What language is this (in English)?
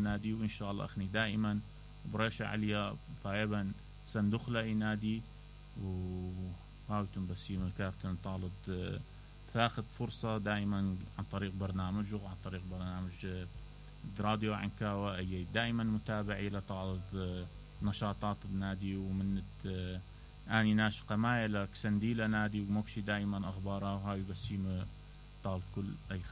Mesopotamian Arabic